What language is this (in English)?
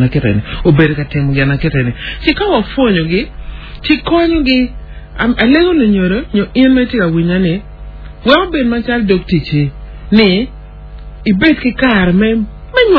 Acoli